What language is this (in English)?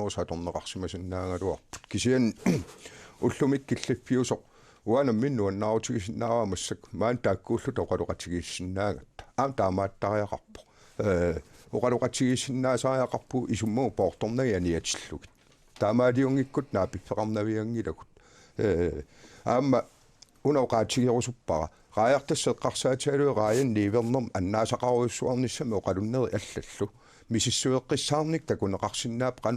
Kalaallisut